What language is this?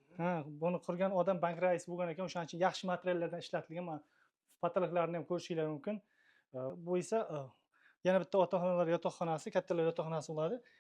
Uzbek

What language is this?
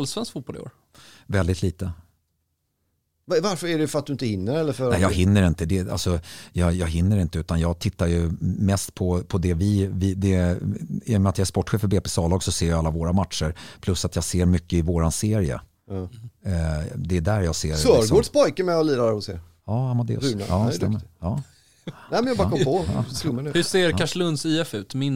Swedish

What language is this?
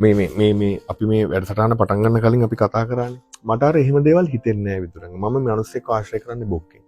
Sinhala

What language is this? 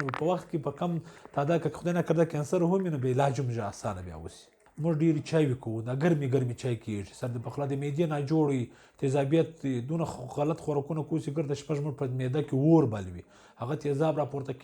Pashto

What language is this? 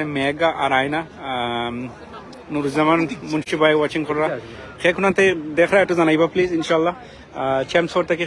Sylheti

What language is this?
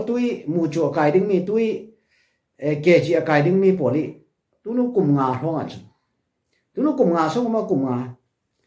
Falam Chin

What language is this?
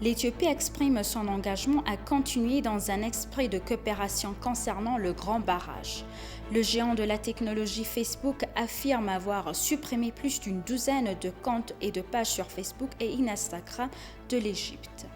French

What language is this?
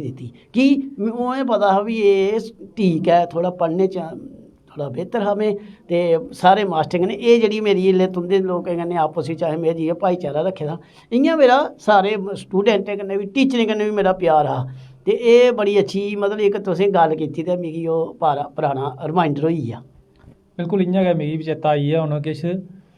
Dogri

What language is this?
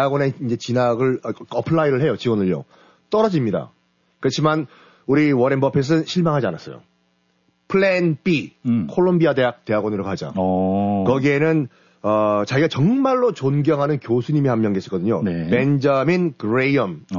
Korean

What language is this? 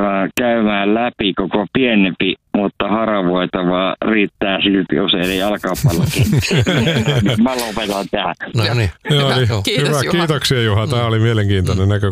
Finnish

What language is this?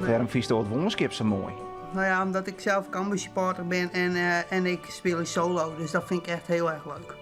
Western Frisian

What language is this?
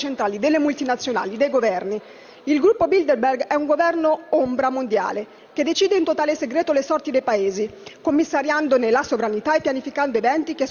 Italian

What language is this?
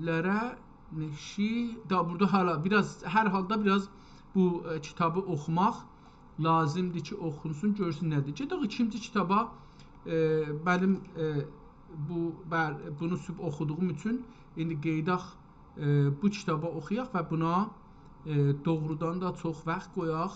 South Azerbaijani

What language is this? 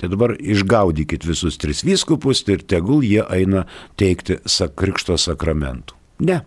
Lithuanian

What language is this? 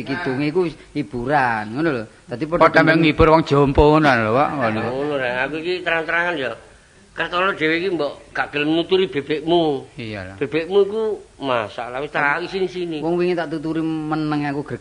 Javanese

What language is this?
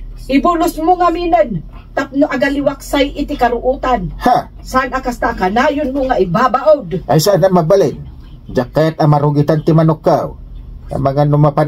Iloko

